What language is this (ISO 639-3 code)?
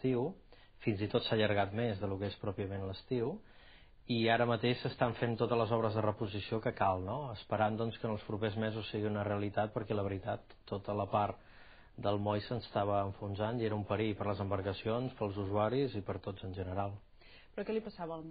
cat